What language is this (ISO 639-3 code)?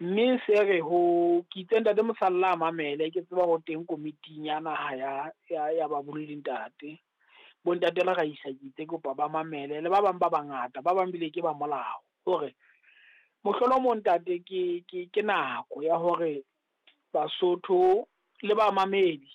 sot